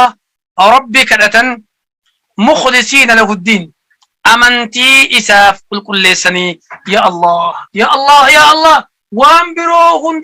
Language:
Oromo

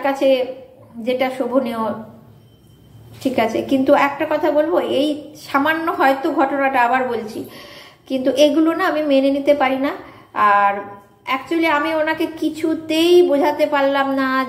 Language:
Bangla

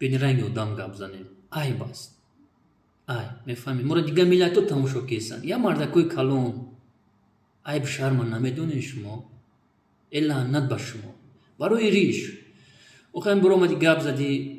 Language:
Tajik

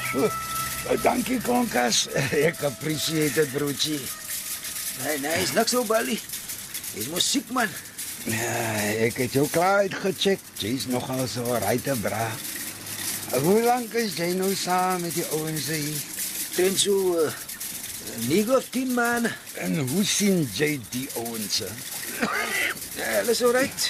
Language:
Afrikaans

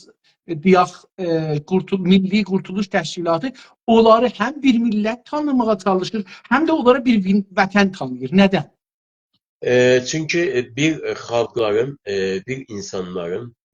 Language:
South Azerbaijani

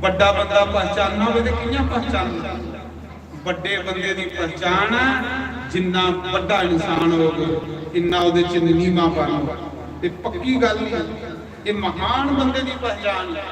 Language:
Dogri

